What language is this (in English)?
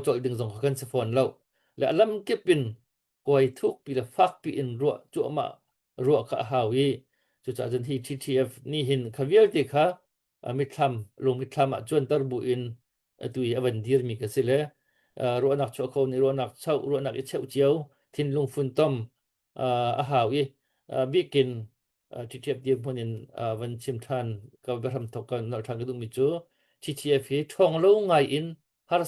Hakha Chin